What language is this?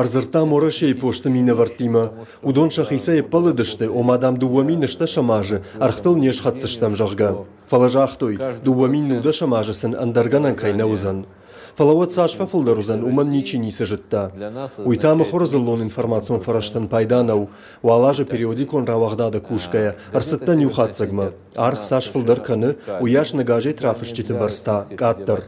Ossetic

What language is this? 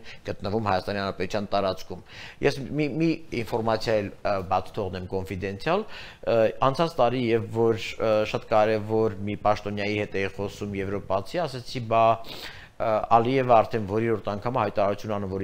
Armenian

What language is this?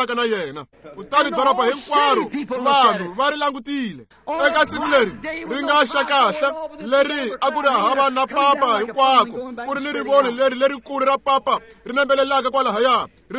Tsonga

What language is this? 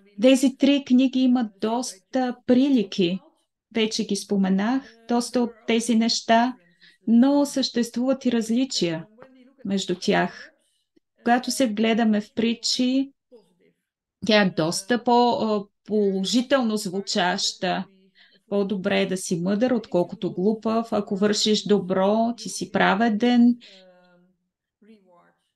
Bulgarian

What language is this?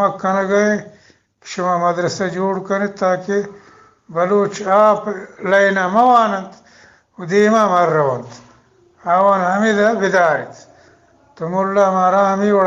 Eastern Balochi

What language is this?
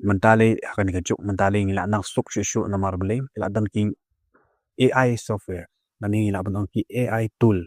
Khasi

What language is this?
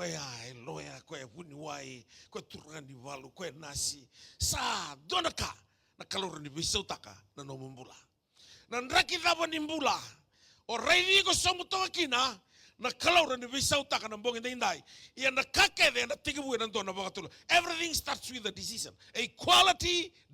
Fijian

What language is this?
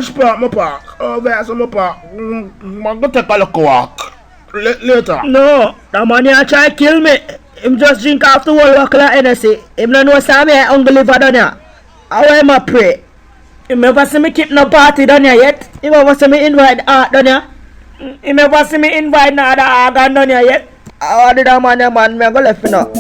Jamaican Creole English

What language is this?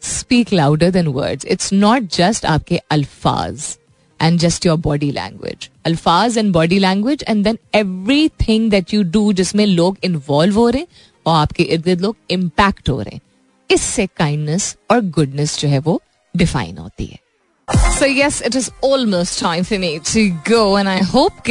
Hindi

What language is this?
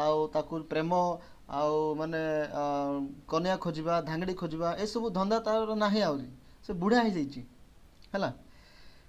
Odia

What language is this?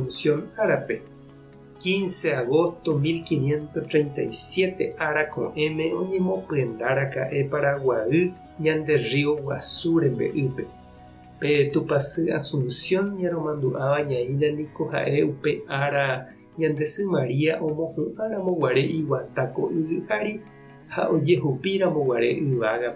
Guarani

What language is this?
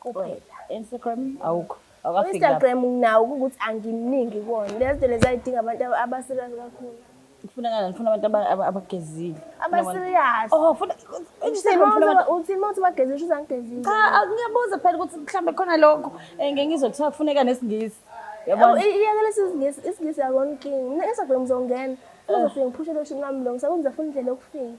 Zulu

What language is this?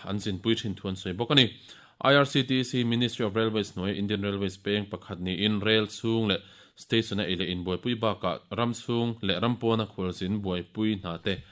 Mizo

